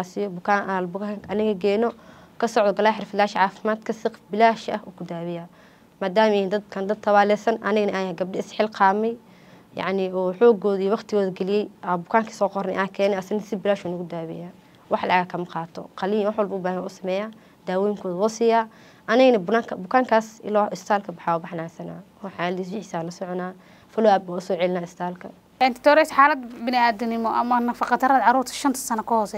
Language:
Somali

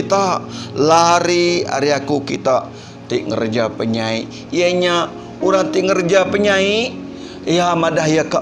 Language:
Iban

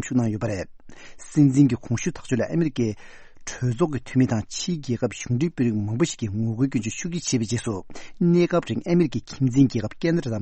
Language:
Tibetan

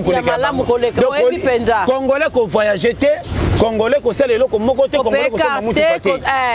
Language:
Lingala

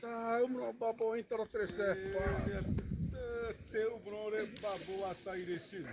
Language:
Xavánte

